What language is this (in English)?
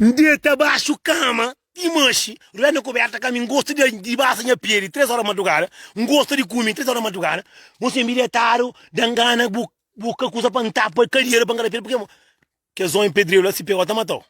Kabuverdianu